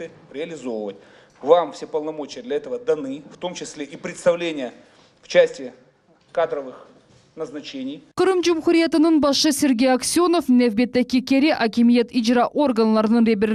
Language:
Crimean Tatar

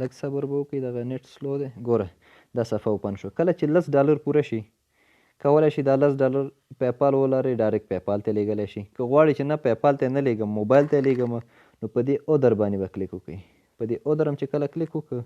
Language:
Pashto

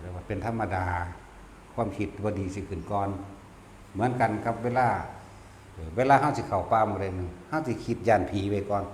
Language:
Northeastern Thai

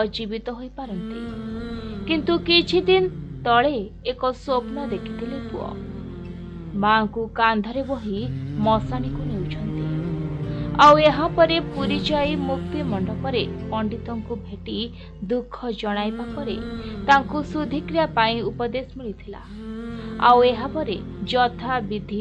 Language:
Odia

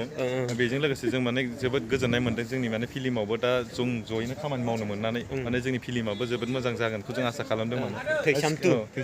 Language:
Bodo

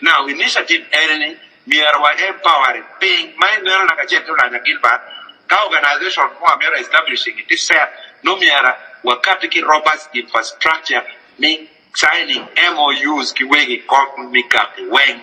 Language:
Acoli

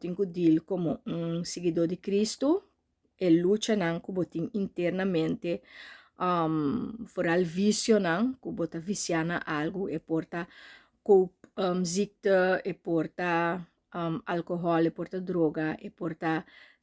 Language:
Papiamento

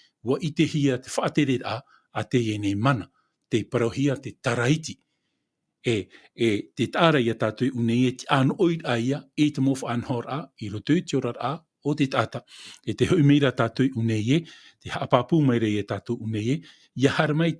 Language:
Tahitian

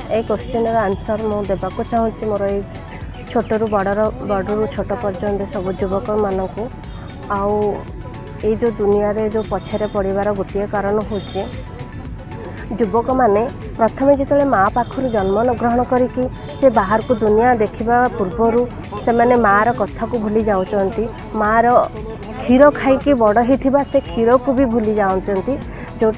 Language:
Odia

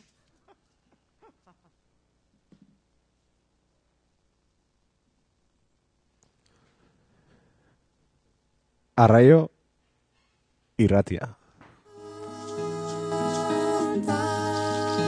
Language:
Basque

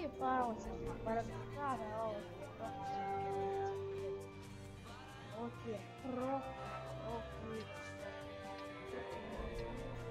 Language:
Croatian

